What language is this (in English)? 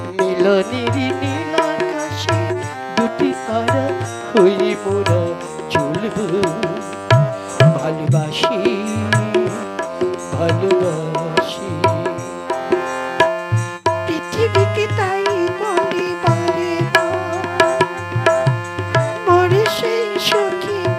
Bangla